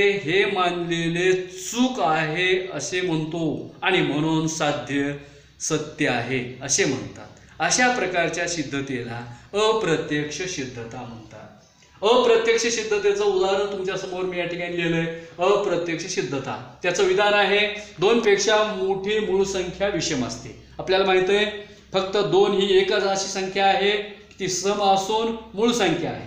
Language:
Marathi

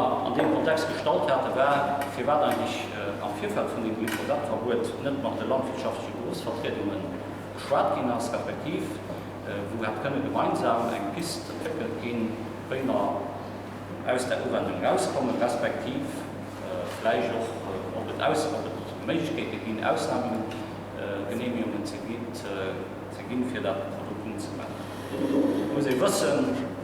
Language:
Luxembourgish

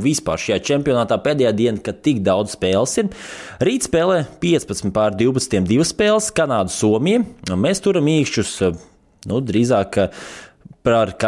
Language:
Latvian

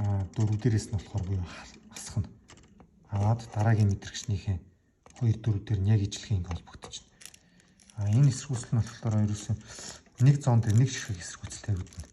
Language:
Mongolian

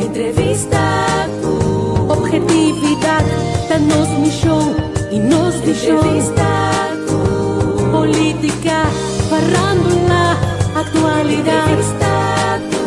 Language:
Papiamento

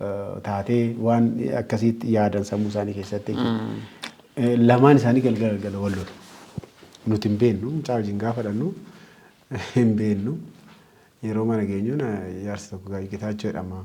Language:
Oromo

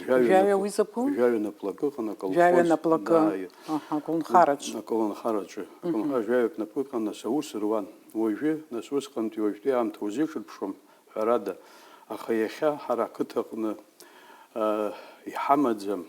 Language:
Abkhazian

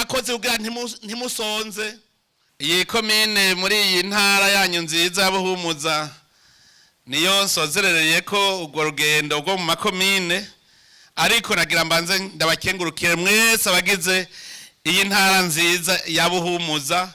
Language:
Rundi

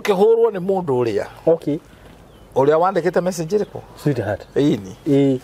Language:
Kikuyu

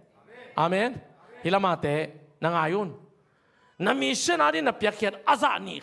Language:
Tedim Chin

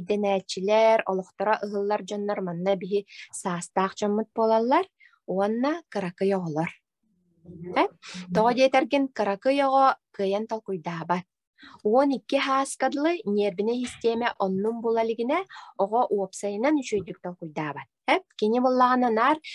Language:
Yakut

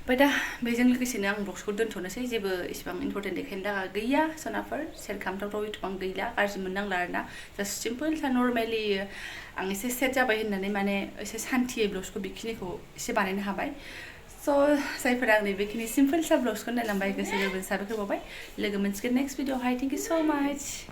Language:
Bodo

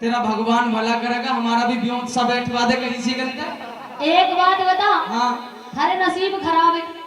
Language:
Haryanvi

